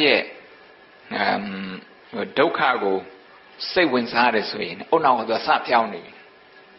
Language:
Burmese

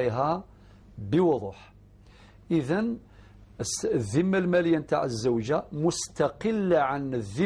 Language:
Algerian Arabic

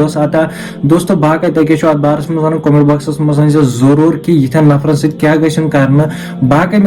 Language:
Kashmiri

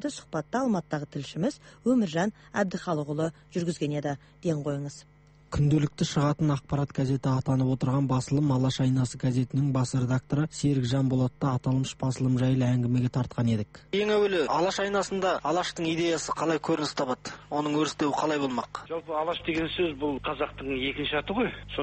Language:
Kazakh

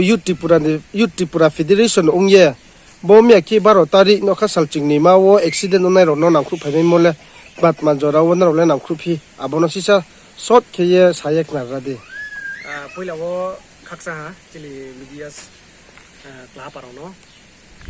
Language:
Riang (India)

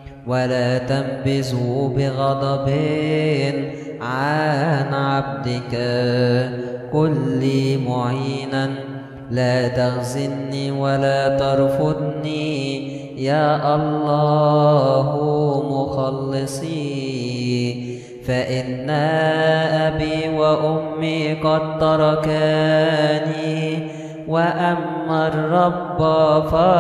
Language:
Arabic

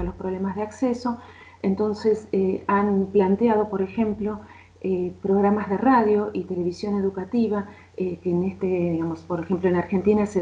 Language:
Spanish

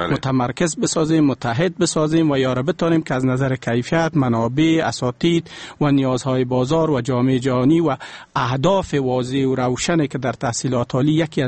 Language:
Persian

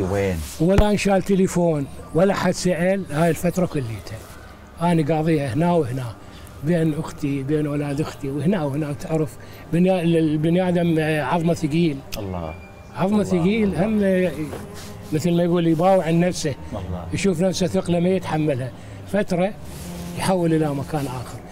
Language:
Mesopotamian Arabic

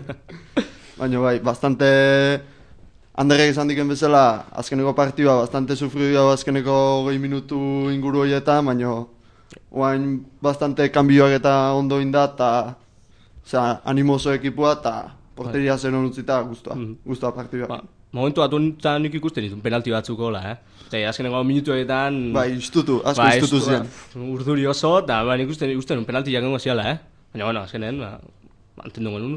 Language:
Basque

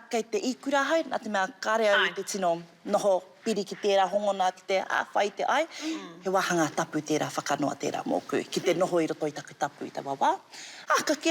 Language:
Māori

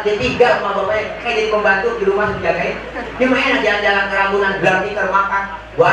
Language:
Betawi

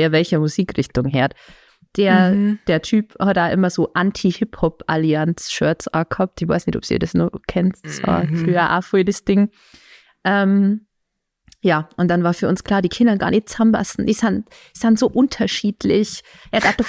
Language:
Bavarian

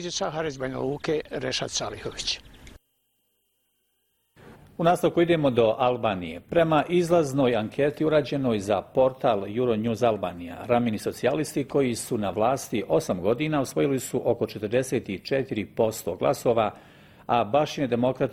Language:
Bosnian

